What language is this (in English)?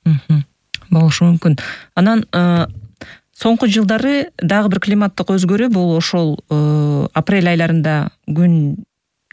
Kyrgyz